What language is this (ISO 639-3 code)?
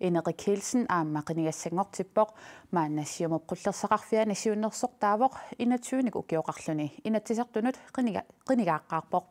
kal